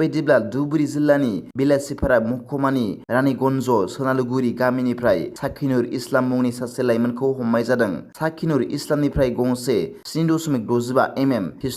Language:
Bodo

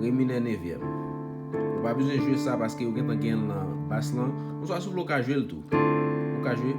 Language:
Haitian Creole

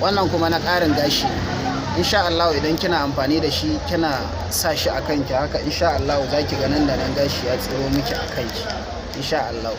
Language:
Hausa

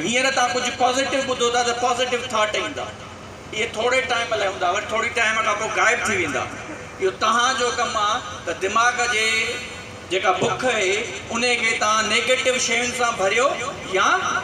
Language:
Sindhi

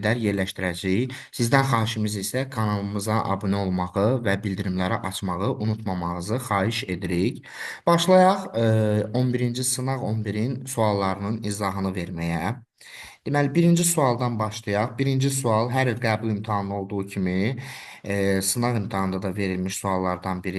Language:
Azerbaijani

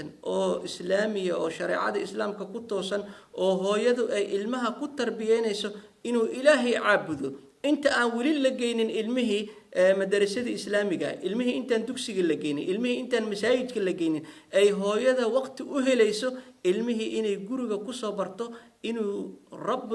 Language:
Somali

